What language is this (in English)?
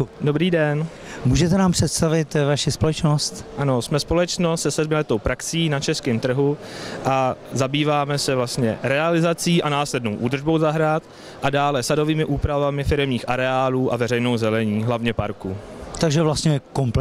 Czech